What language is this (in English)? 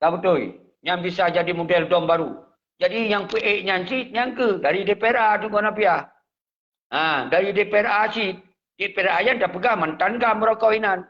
Achinese